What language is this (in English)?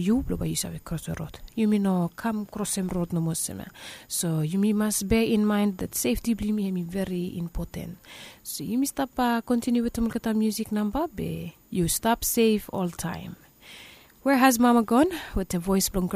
Bislama